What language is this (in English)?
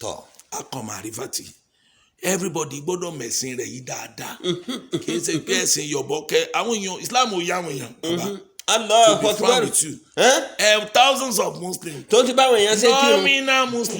Yoruba